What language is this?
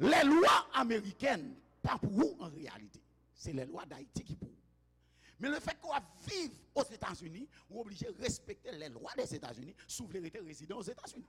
Haitian Creole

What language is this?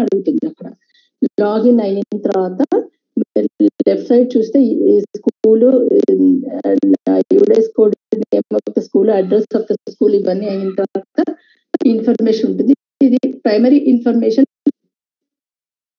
Telugu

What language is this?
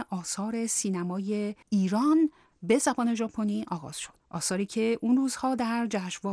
Persian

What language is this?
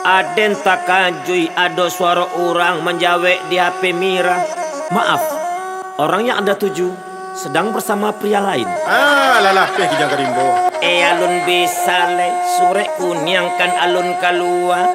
Minangkabau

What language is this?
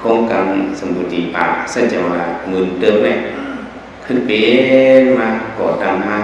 Shan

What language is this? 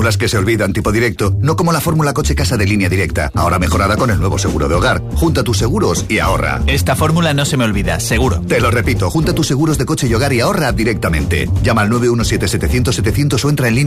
Spanish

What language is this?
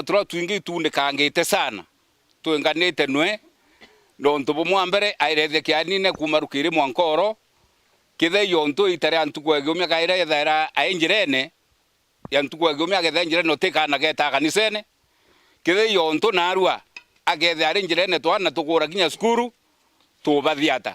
Meru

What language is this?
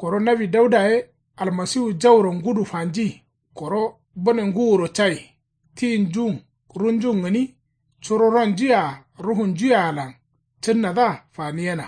Kanuri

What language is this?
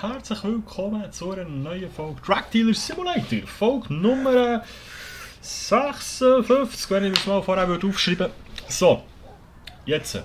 Swiss German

